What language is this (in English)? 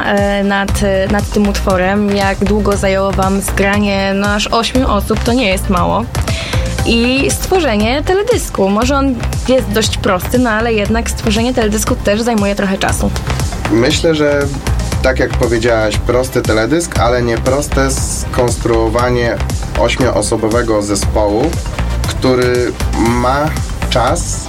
Polish